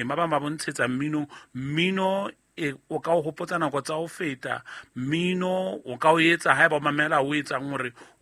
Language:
Southern Sotho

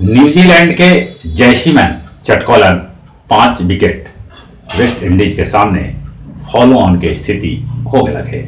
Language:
Magahi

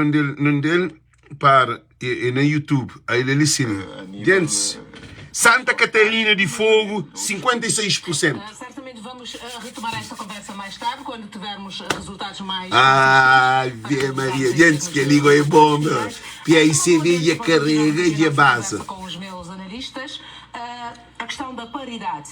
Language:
Kabuverdianu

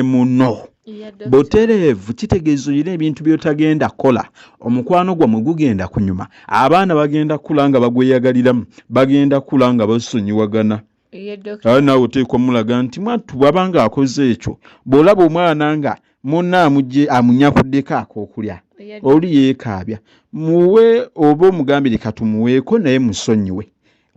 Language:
Ganda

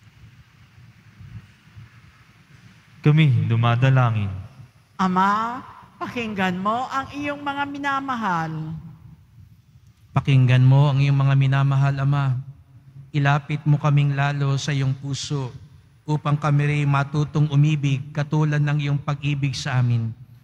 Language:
Filipino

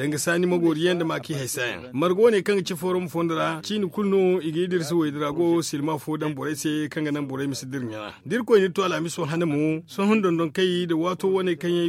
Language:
Zarma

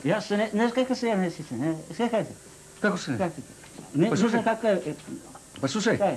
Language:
Serbian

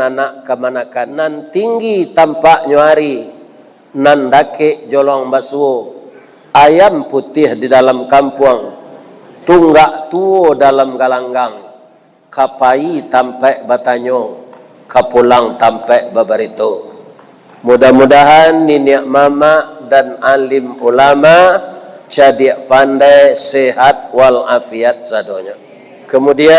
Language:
Minangkabau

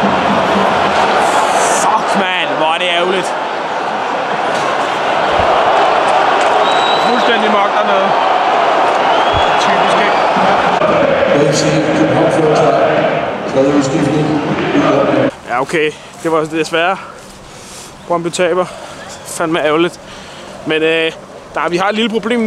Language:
Danish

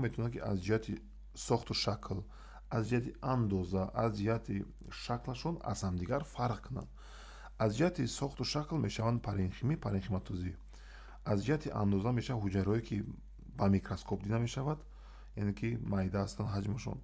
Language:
Tajik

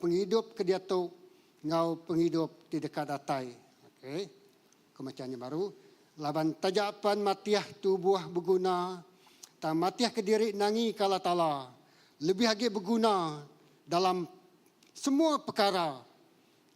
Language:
Iban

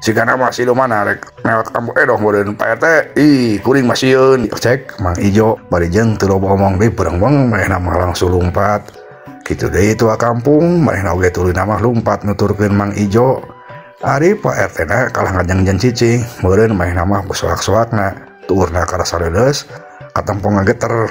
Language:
Sundanese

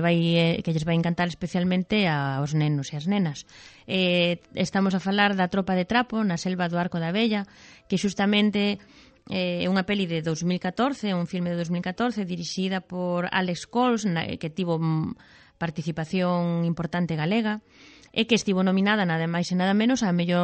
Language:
Galician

